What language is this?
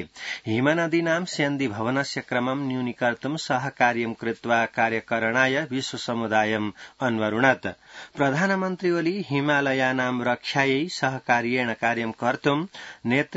Sanskrit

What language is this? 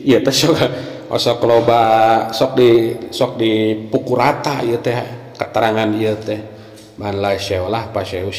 Sundanese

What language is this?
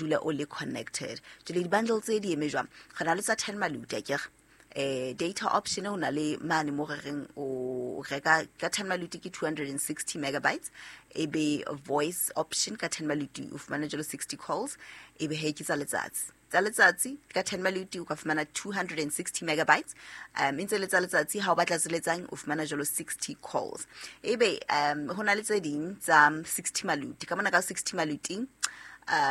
Southern Sotho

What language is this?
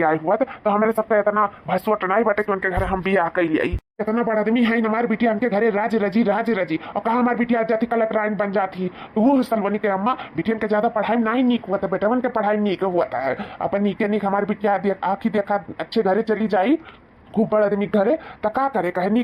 Awadhi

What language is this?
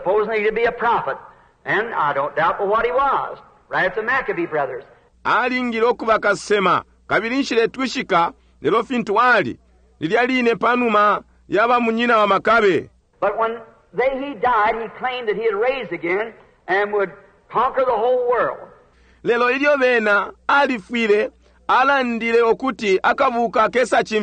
Bemba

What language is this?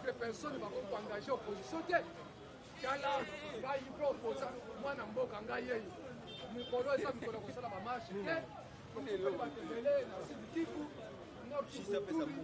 Lingala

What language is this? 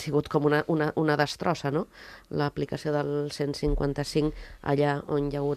Catalan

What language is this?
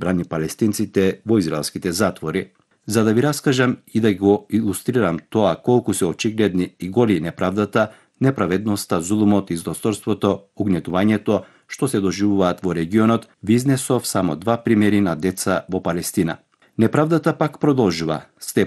Macedonian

